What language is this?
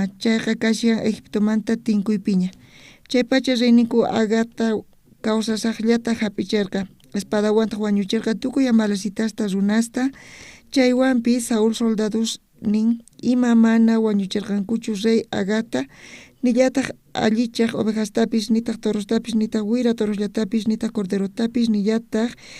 South Bolivian Quechua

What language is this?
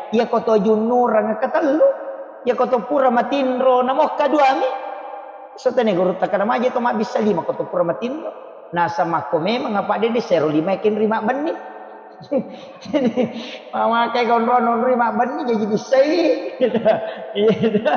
Buginese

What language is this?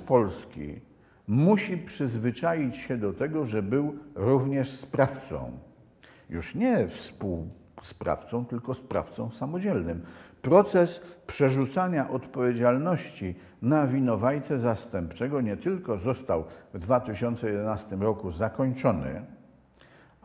Polish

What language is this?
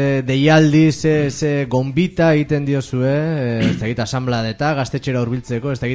Basque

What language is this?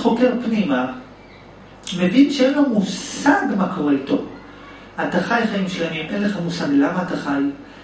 Hebrew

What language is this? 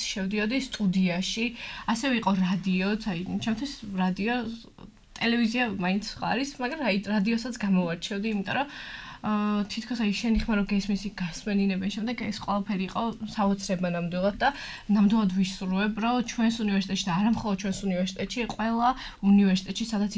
Georgian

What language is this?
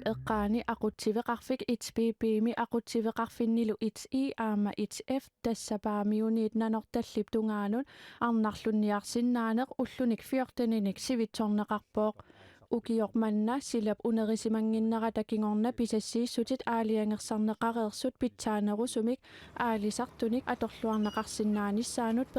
Kalaallisut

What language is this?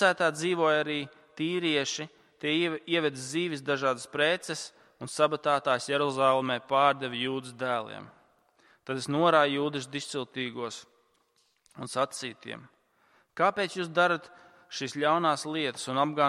Latvian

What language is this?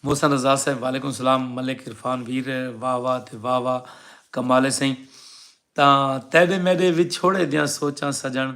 Saraiki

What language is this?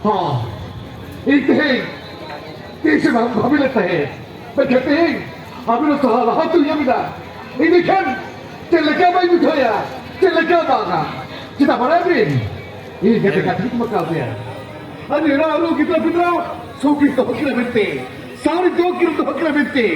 Santali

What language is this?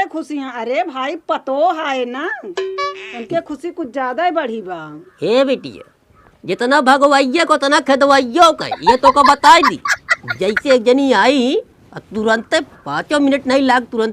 Awadhi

